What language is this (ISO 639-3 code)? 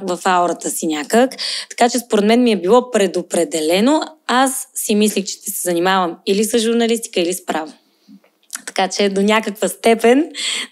bul